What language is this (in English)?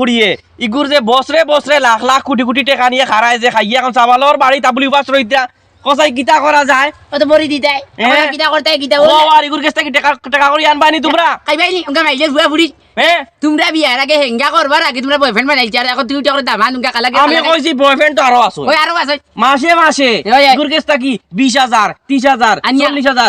Sylheti